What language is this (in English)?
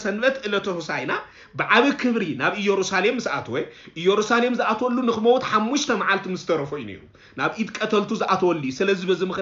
Tigrinya